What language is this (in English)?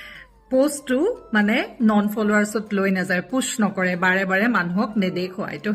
Assamese